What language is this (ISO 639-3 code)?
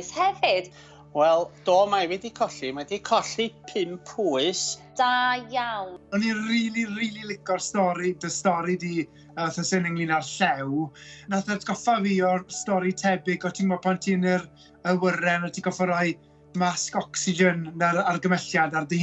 cym